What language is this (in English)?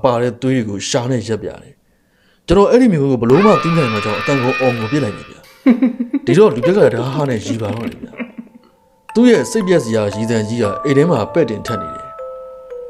Burmese